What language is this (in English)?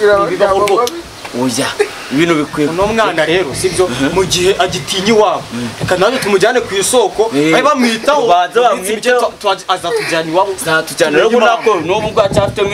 Kinyarwanda